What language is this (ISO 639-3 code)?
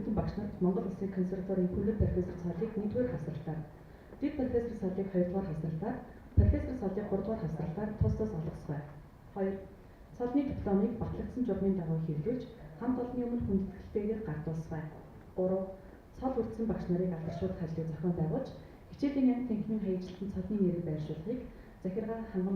mon